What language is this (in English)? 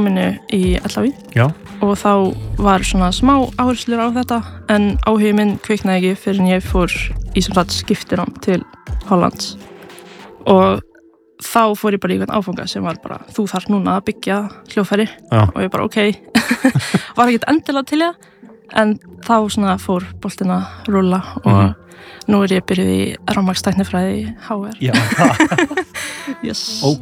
Icelandic